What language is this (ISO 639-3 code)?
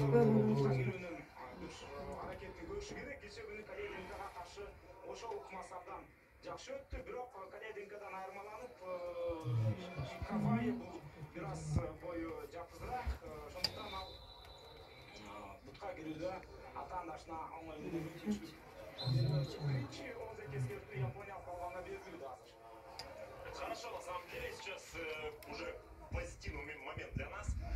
kir